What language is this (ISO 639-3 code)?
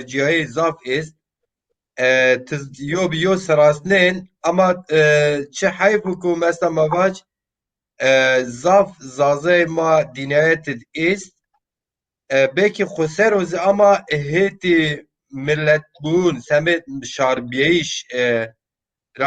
zza